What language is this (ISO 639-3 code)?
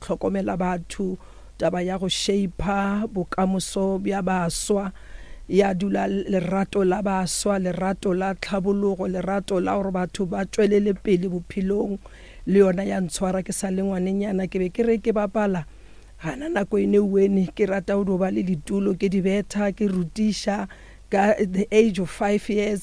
nso